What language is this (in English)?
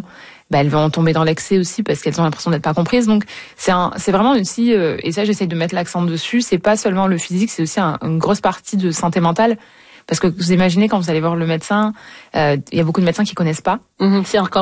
French